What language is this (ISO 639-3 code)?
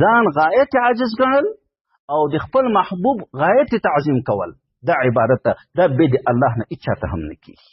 pus